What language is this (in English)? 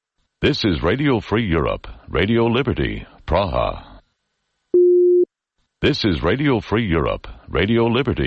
English